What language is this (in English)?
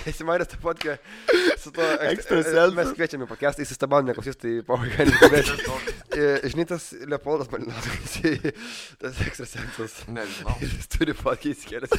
Lithuanian